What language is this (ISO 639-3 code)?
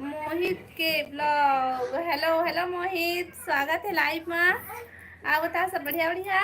hne